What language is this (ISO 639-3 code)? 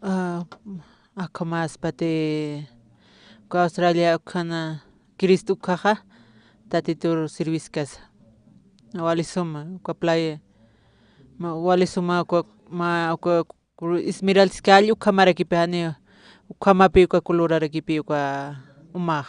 aym